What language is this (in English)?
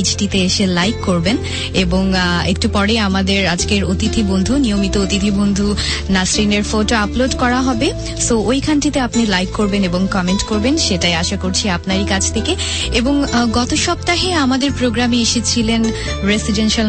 Bangla